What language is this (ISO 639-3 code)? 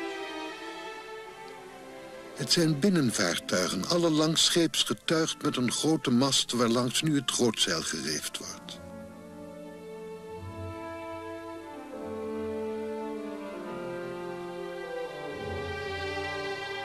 nld